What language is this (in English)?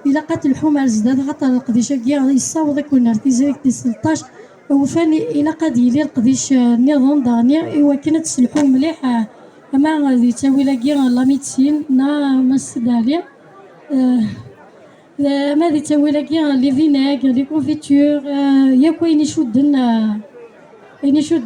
Kabyle